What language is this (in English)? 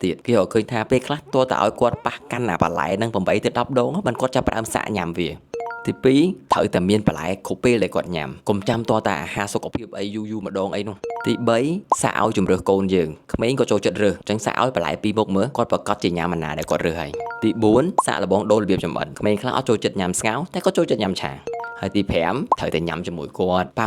Khmer